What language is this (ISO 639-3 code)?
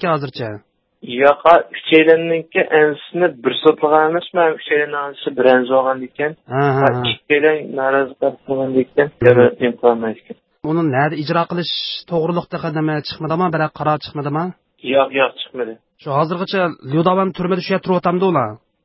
uig